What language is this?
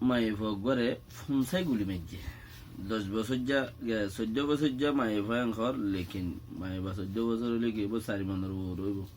Rohingya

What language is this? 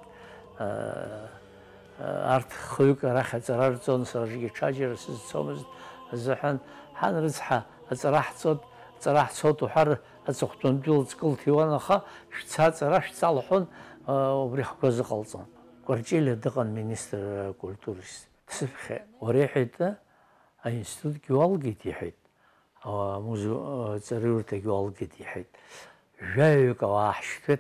Abkhazian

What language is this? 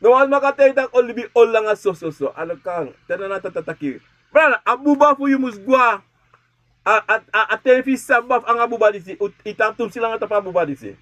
Sranan Tongo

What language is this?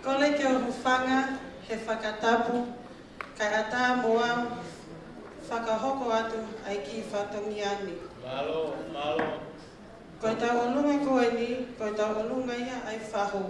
Tongan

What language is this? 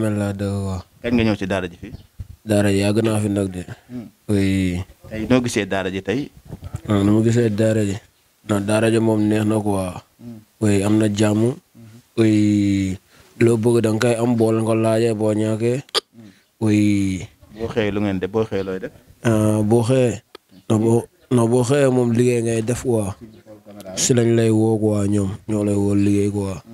Wolof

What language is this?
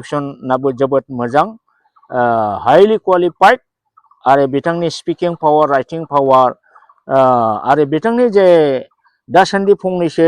Bodo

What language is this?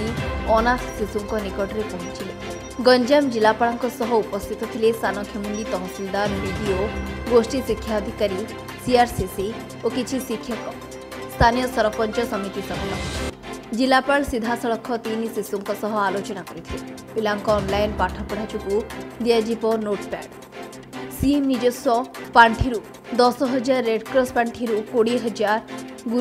Odia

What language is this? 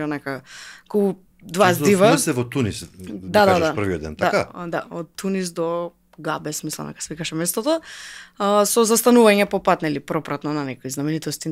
Macedonian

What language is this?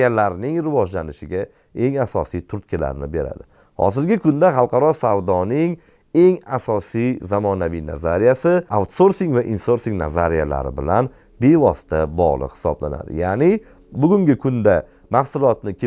Uzbek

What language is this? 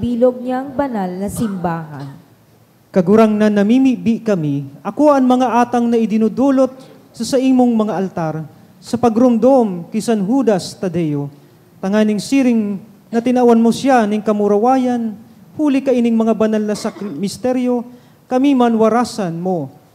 Bikol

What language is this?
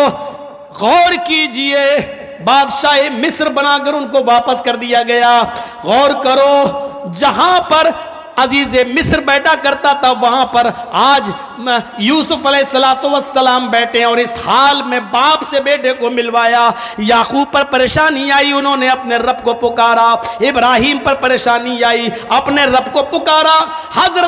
Urdu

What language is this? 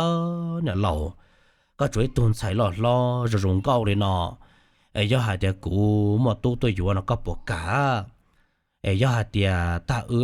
Hmong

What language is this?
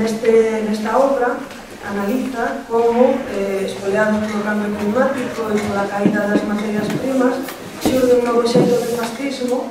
Galician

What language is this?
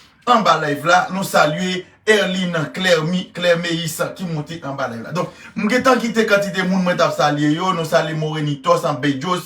Haitian Creole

